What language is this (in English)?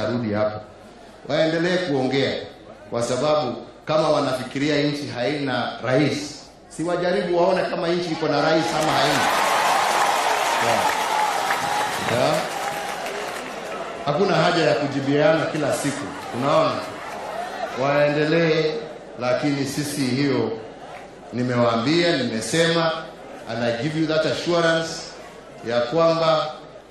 Swahili